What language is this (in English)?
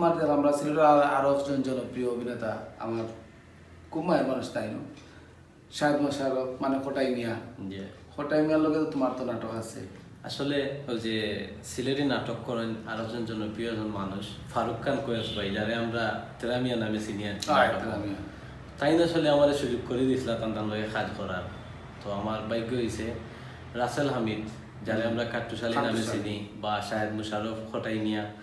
Sylheti